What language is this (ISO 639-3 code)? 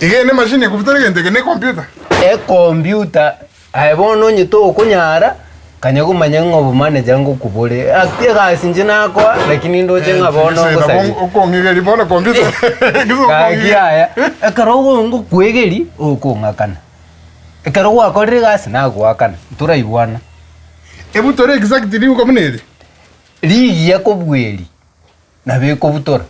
guz